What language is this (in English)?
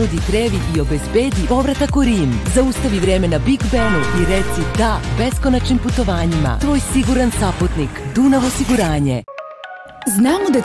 Serbian